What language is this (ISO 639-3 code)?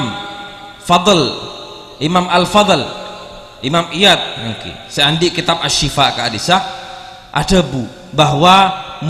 mad